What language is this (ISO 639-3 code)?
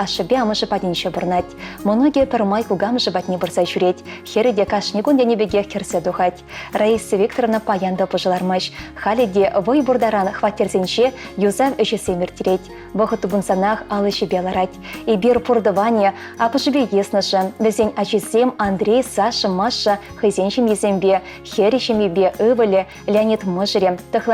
chv